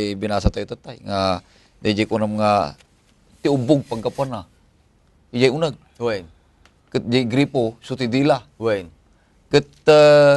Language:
Iloko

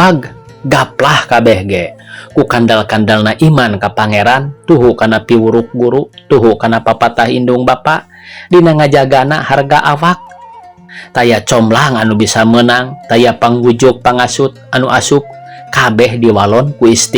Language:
Sundanese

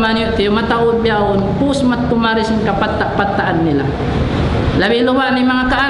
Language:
Tausug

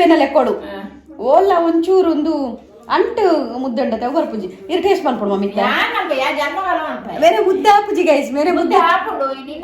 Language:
Tulu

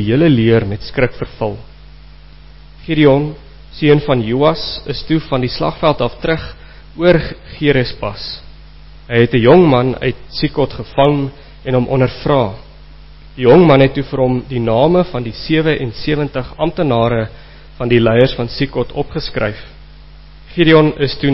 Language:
Afrikaans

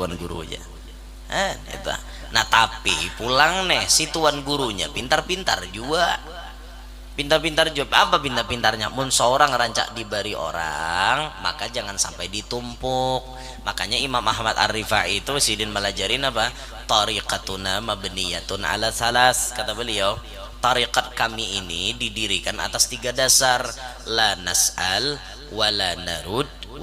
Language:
Banjar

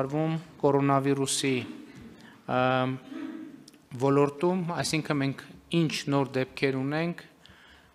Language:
Armenian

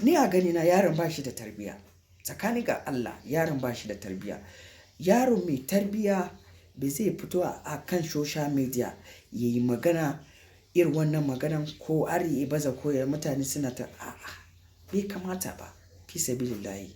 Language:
Hausa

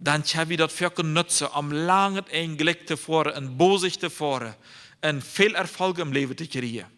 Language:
Plautdietsch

